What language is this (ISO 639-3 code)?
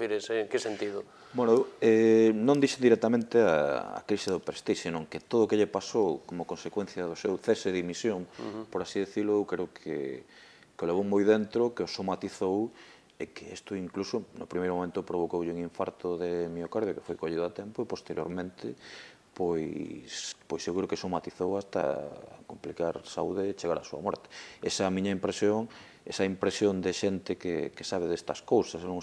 glg